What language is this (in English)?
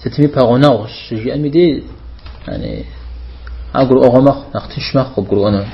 Kabardian